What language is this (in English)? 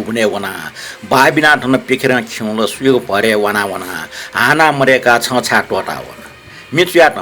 Newari